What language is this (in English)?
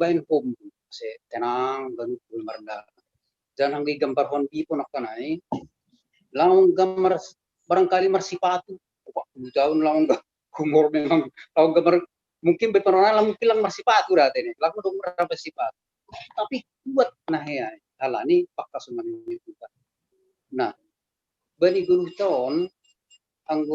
Batak Simalungun